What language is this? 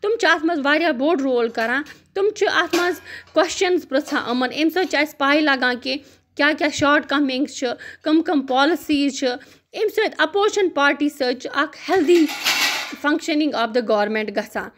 Kashmiri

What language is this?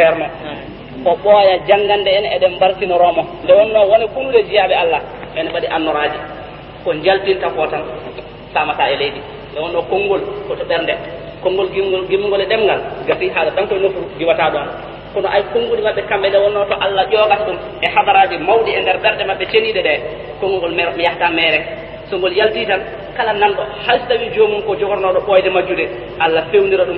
Fula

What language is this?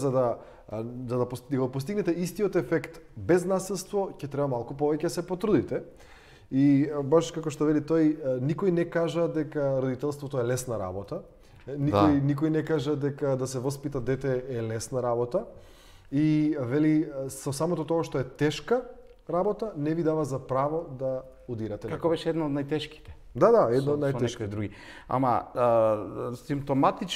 Macedonian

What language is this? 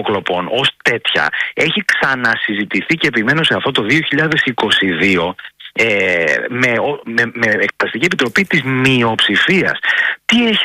Greek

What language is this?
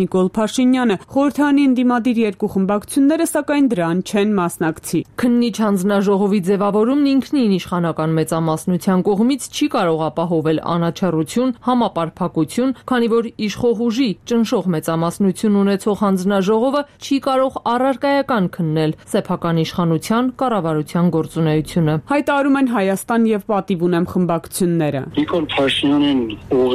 Armenian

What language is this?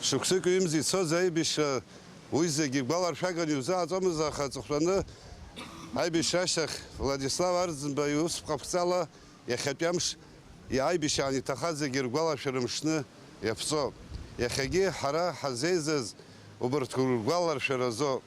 Abkhazian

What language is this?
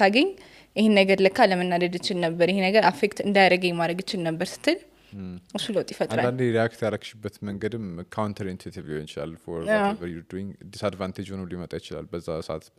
Amharic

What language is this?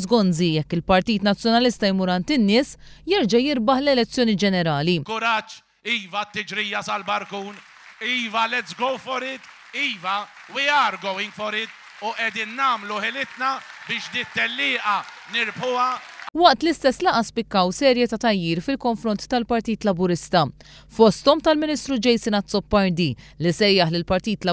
Maltese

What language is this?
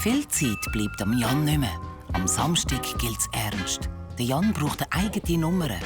Swiss German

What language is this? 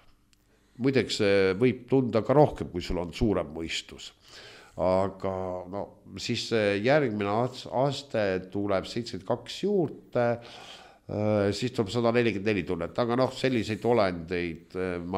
Estonian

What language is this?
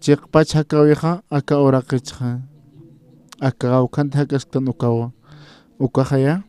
Aymara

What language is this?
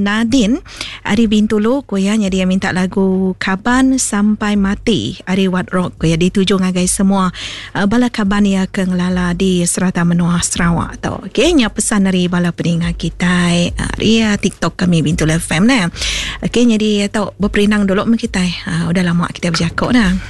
Iban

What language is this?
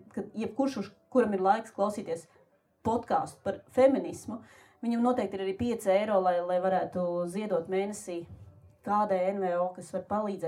Latvian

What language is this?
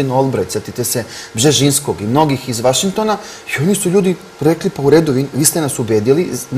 Serbian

